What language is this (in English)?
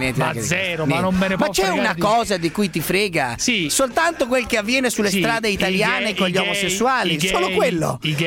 Italian